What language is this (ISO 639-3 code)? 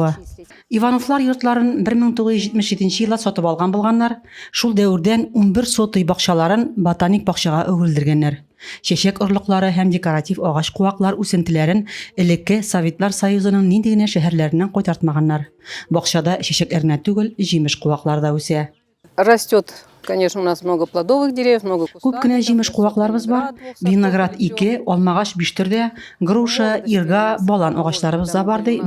tat